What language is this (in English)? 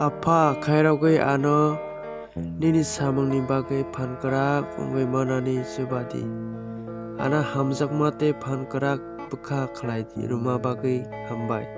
Kok Borok